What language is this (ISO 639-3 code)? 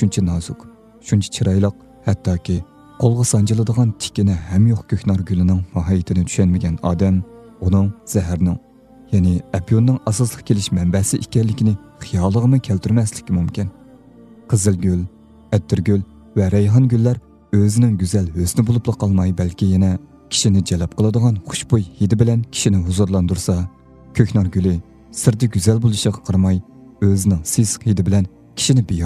uig